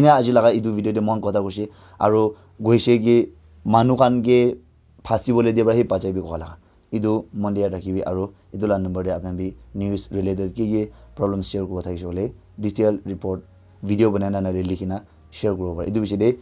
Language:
Naga Pidgin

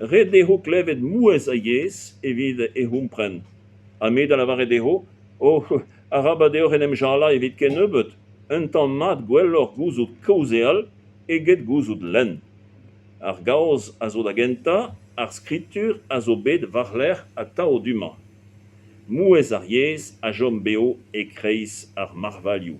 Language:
Breton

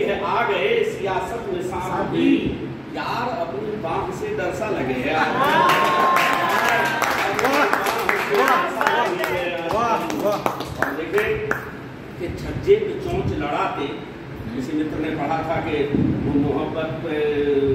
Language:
Hindi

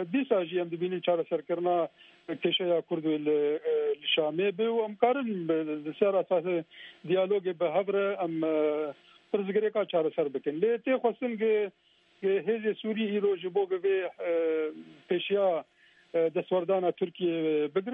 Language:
Kurdish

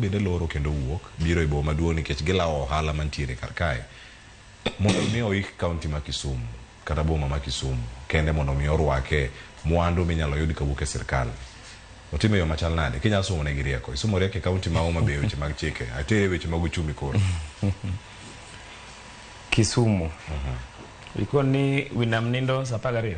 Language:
Luo (Kenya and Tanzania)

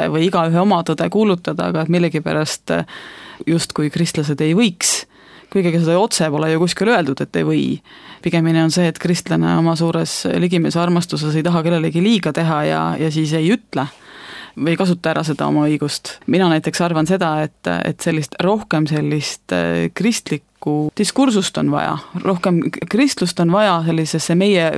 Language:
Estonian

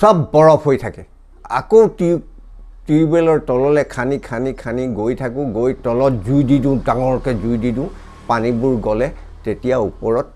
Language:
Assamese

